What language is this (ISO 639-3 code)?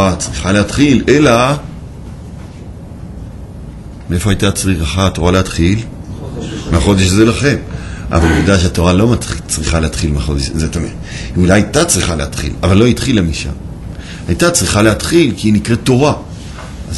heb